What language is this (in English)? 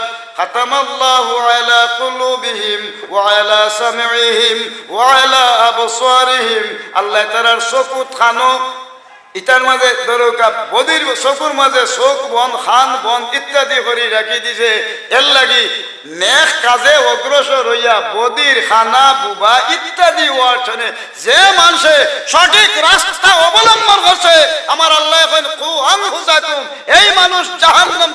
Sylheti